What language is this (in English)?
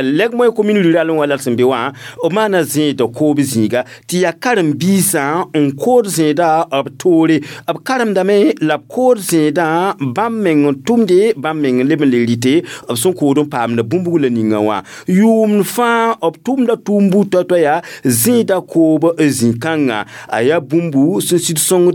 Mossi